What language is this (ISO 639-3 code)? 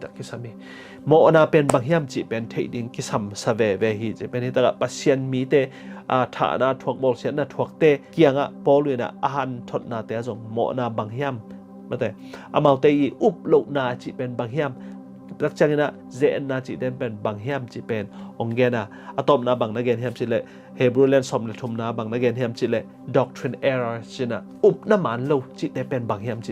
ctd